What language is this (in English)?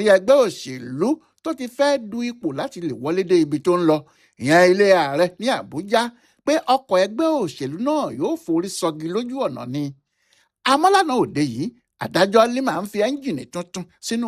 Yoruba